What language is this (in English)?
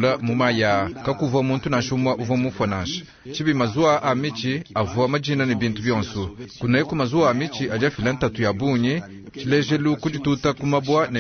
Luba-Lulua